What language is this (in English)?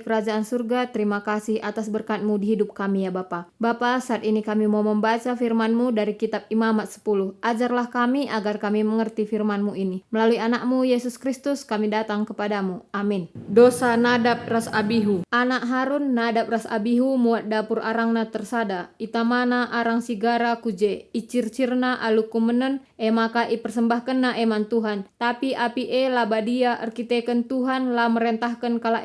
Batak Karo